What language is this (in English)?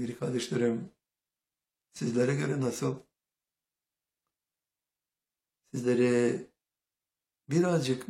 Turkish